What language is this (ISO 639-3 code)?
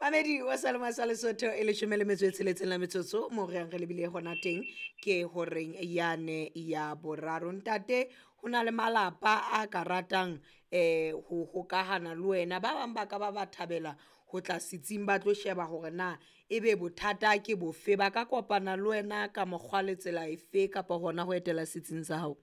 sot